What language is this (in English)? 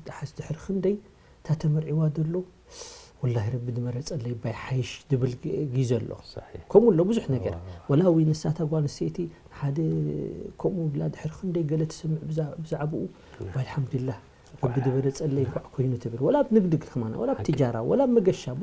Tigrinya